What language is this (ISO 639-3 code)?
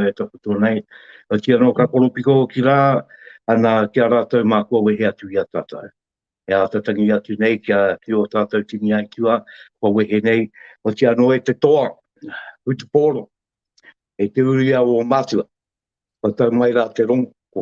mri